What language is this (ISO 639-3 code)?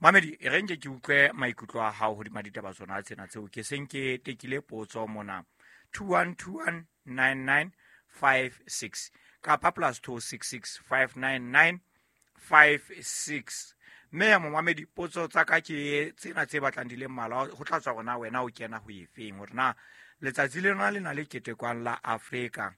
sot